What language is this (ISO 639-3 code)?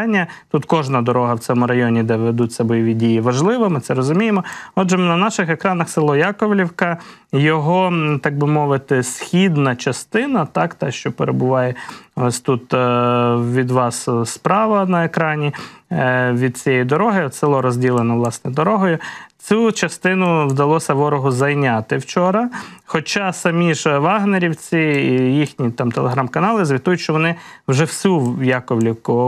ukr